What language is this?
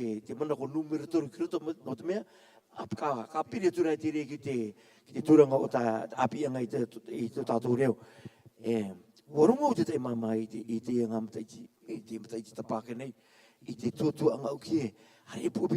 Rarotongan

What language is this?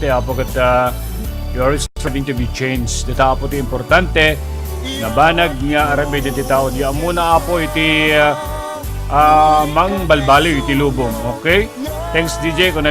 Iloko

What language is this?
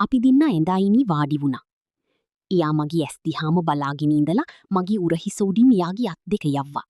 Sinhala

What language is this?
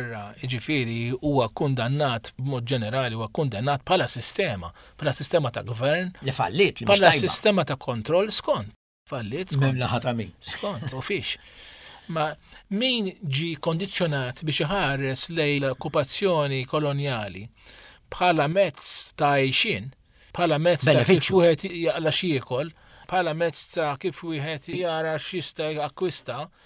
Maltese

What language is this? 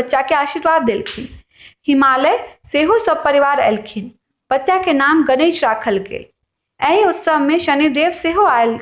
Maithili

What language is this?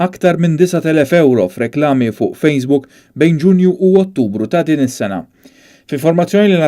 Maltese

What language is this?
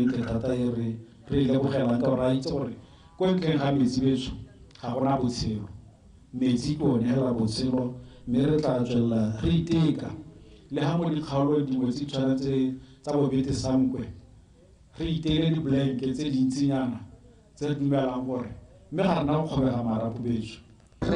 Tswana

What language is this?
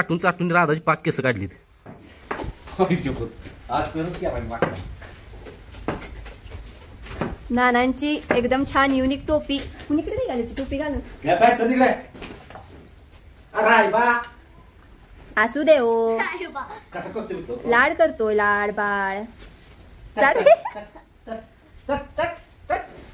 Marathi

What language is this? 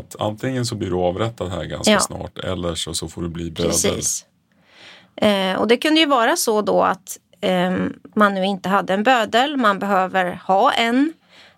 Swedish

